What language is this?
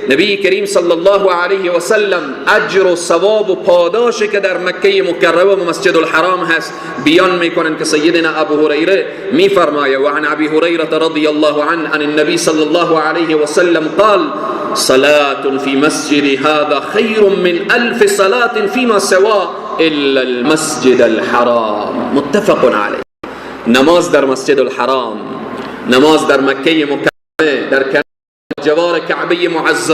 Persian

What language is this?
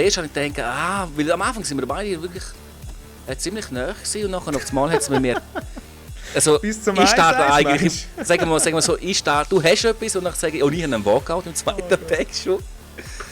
Swiss German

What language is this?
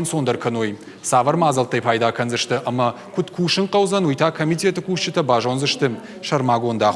Ossetic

